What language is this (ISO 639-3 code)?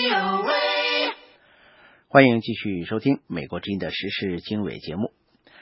zho